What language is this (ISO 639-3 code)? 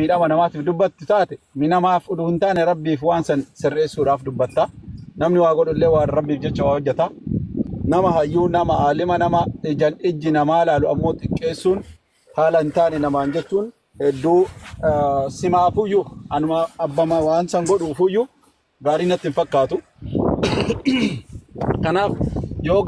orm